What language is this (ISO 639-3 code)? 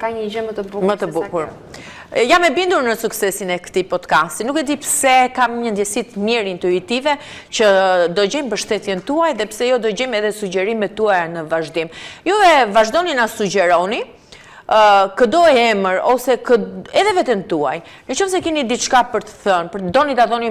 sqi